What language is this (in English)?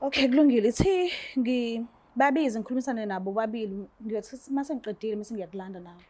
Zulu